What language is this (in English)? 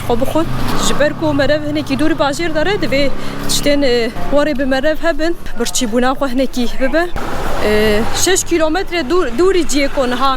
Kurdish